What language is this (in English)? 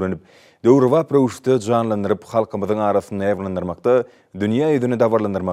Turkmen